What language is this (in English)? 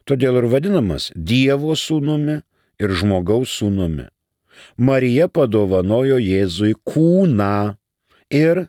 Lithuanian